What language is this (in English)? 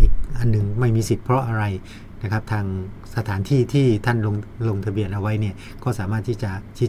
Thai